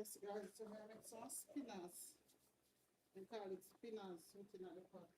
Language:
Jamaican Creole English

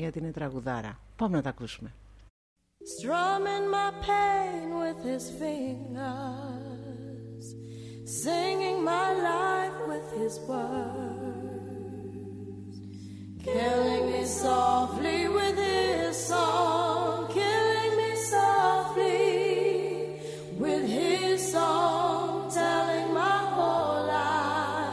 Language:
Greek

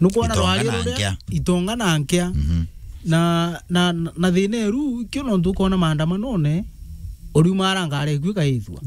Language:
Meru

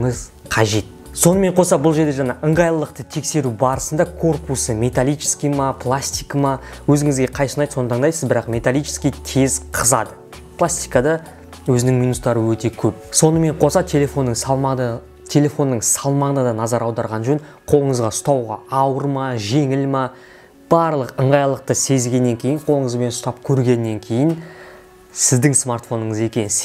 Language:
Kazakh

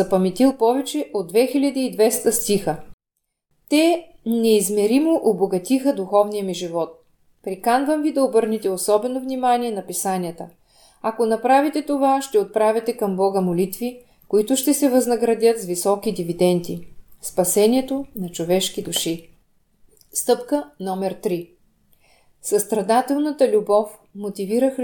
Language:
Bulgarian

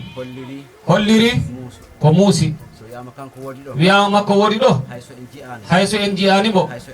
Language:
Fula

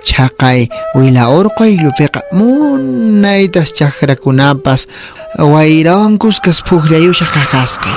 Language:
Quechua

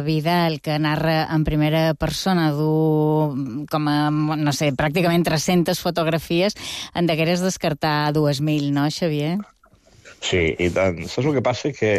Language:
Catalan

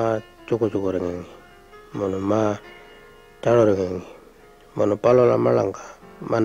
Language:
Pitjantjatjara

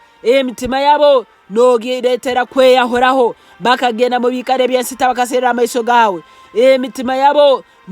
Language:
Nyankole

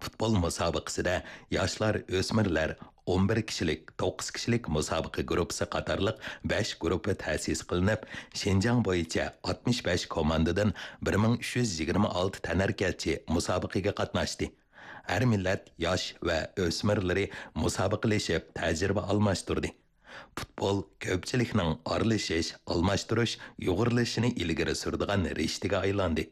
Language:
Uyghur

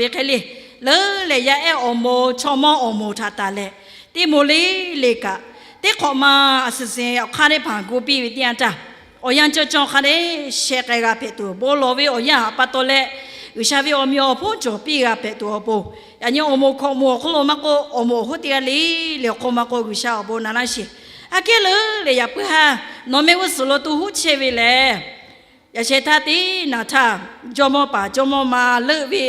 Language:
Lahu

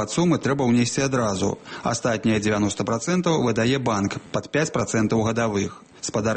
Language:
Belarusian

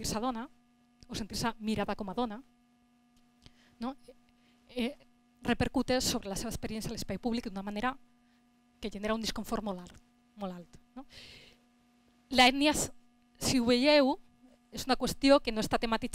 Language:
Catalan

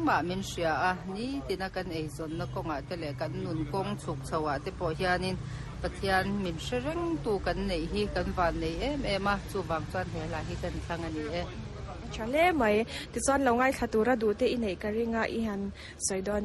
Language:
Mizo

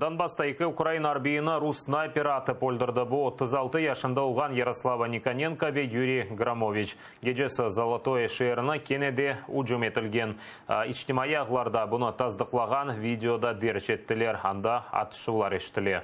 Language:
Crimean Tatar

